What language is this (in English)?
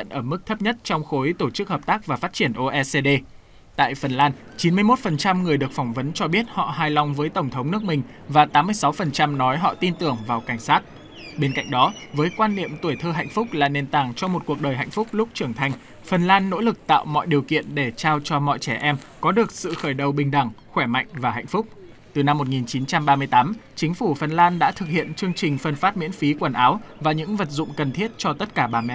Vietnamese